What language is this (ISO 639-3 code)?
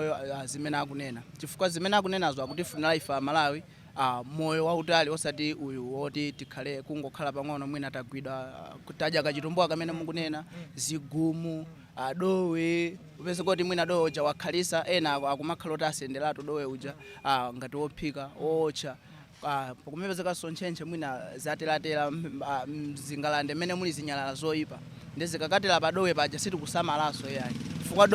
nya